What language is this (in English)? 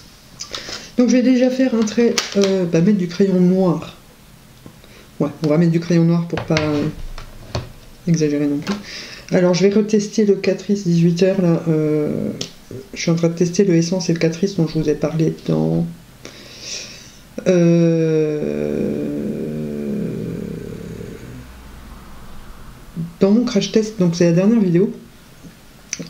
French